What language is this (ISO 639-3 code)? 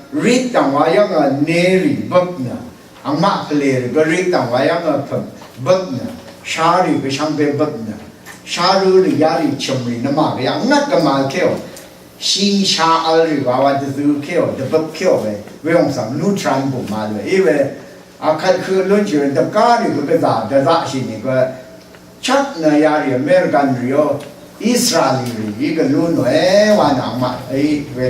raw